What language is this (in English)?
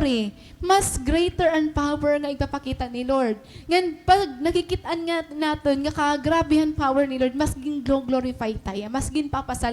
Waray